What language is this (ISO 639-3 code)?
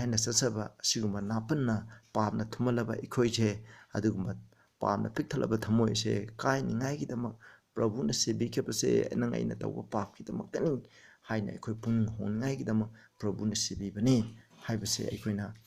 mni